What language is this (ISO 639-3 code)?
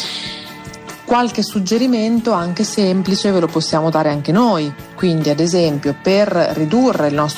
ita